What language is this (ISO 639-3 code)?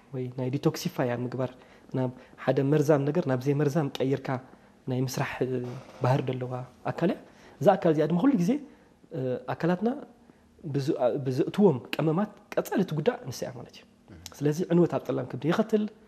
tir